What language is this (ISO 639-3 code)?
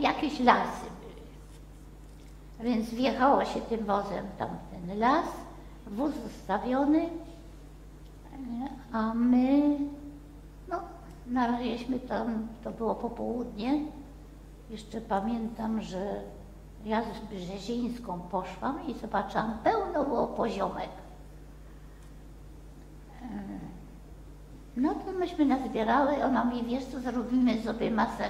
pol